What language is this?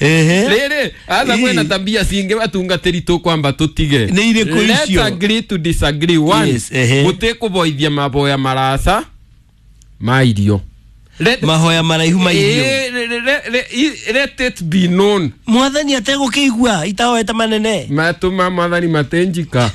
Kikuyu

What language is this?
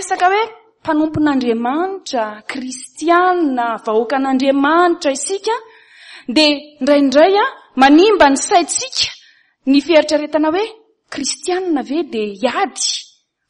Malagasy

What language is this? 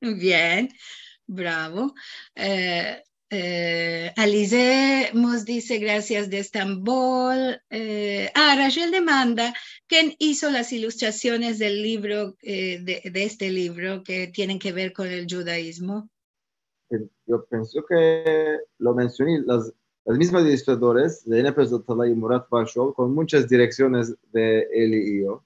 Ladino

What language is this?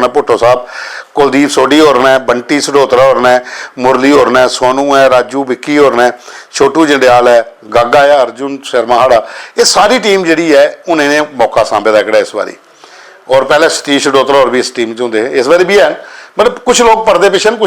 Dogri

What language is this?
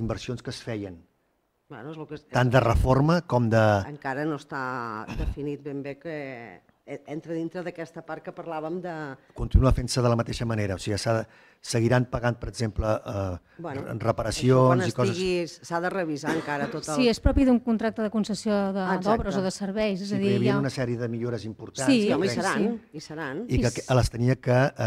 Catalan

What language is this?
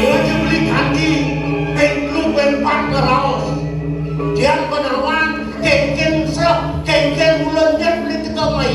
Balinese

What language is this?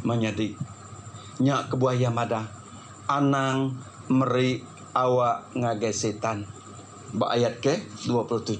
Iban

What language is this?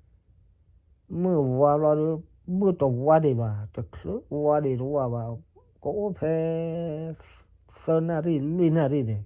S'gaw Karen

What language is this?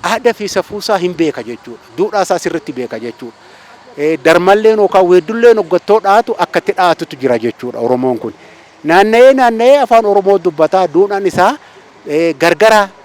Oromo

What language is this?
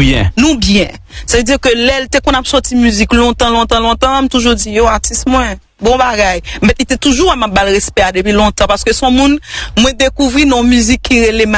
Haitian Creole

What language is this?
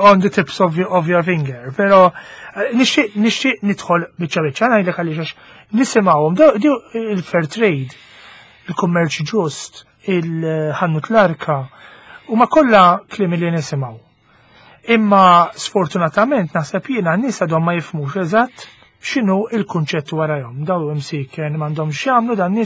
Maltese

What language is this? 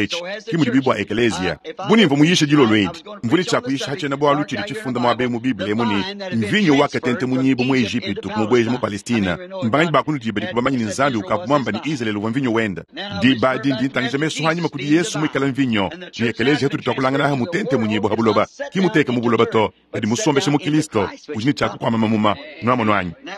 Luba-Lulua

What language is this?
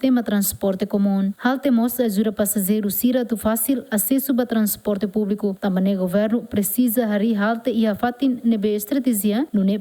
Tetum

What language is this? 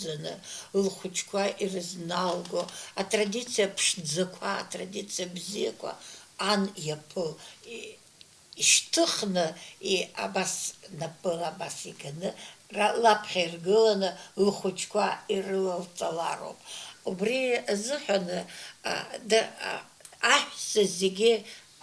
Abkhazian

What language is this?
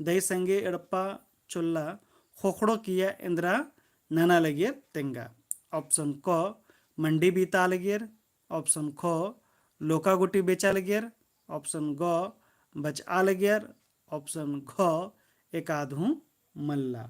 Kurukh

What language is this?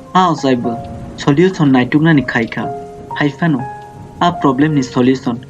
Kok Borok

